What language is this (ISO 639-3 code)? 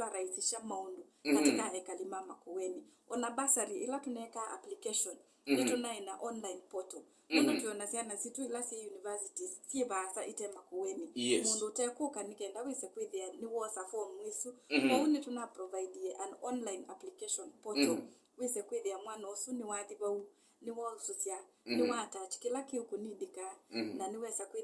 kam